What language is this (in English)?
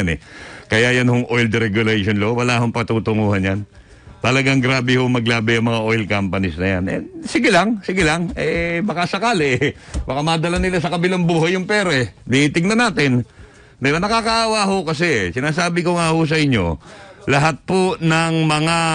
Filipino